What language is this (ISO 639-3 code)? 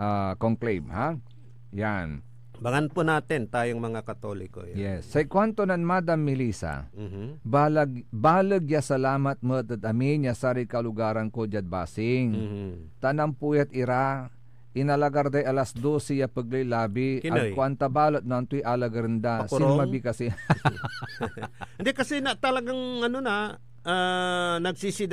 pag